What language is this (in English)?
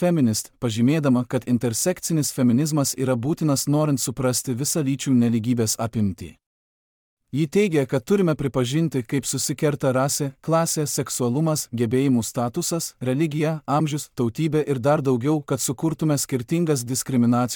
Lithuanian